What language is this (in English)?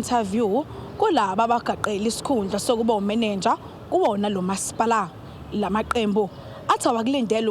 Zulu